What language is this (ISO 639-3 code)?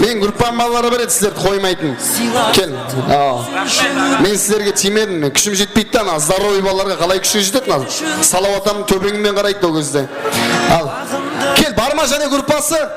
kaa